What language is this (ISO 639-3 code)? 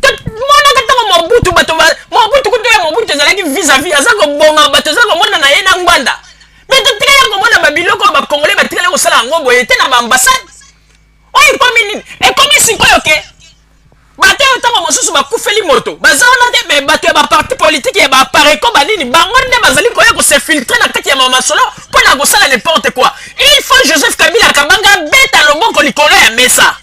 lin